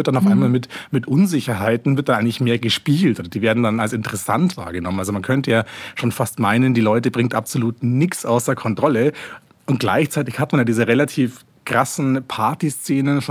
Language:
German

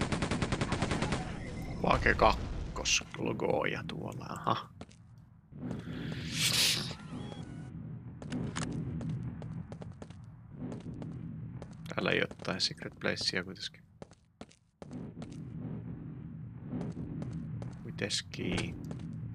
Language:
Finnish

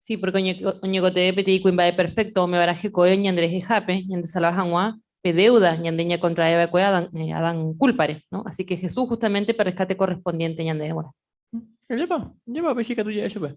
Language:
Guarani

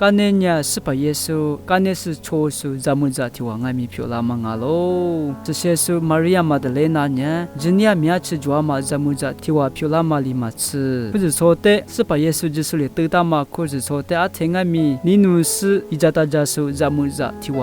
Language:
Lisu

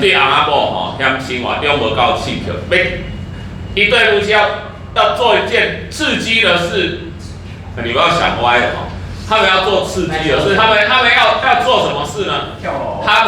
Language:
Min Nan Chinese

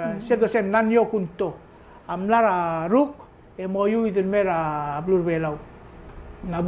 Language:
Palauan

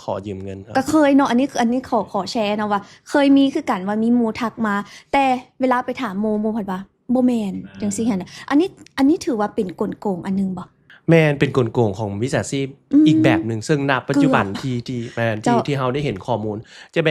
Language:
Lao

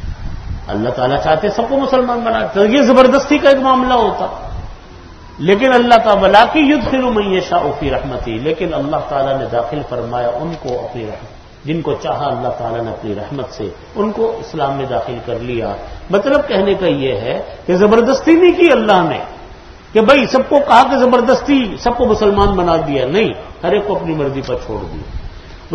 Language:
Urdu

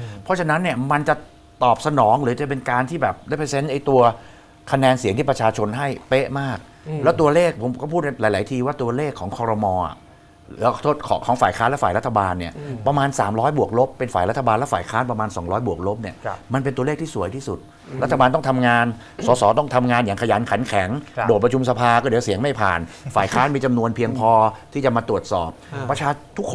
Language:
Thai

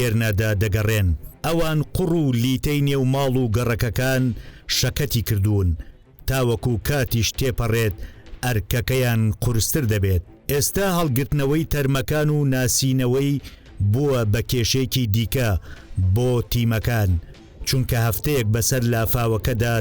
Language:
Central Kurdish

